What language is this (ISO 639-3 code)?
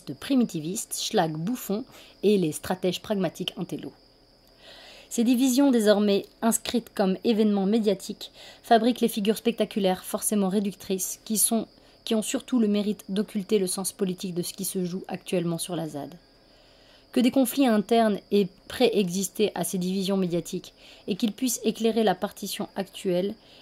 fra